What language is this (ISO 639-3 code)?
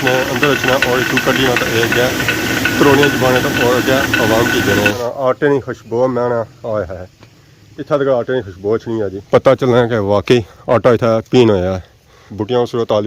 phr